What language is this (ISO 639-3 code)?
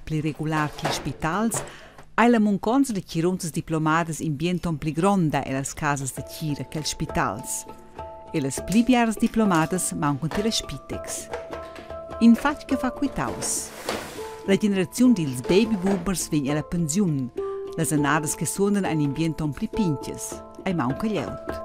roh